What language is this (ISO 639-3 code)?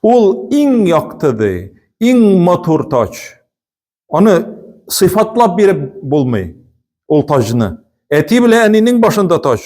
tat